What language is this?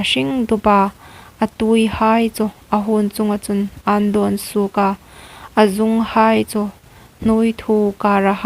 Hmar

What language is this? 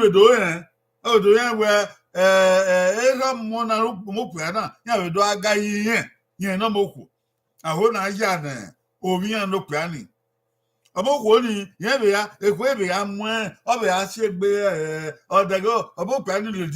Bini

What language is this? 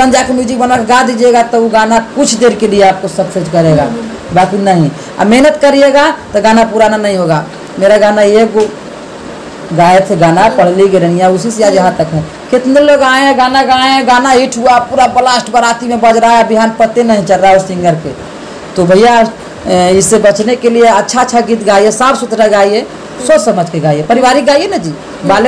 Hindi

